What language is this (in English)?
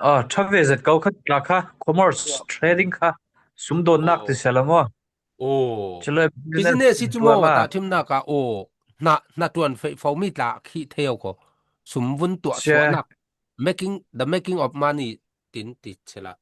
Falam Chin